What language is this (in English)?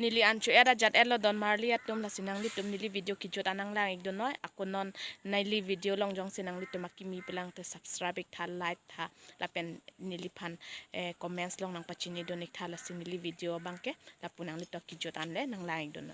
Karbi